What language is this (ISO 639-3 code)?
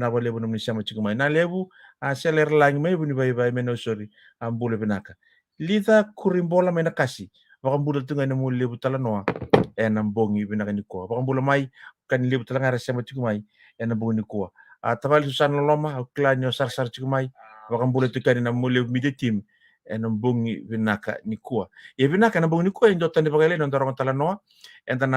fij